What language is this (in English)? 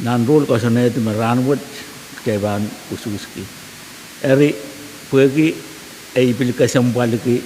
Pohnpeian